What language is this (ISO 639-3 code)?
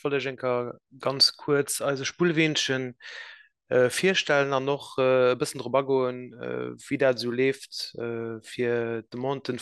ltz